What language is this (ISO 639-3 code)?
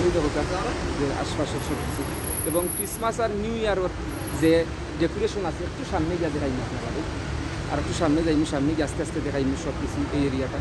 syl